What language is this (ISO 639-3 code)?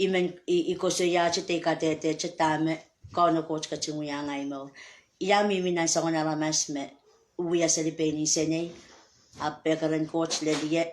pon